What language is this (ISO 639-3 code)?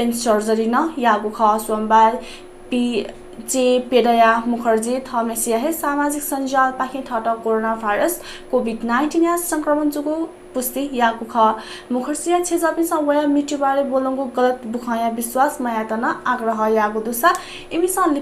new